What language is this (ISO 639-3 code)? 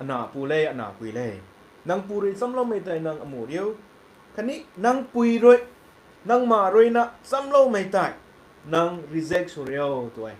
nbu